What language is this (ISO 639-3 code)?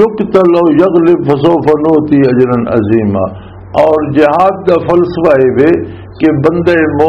lah